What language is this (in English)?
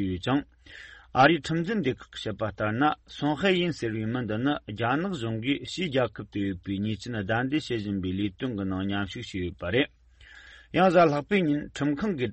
Tibetan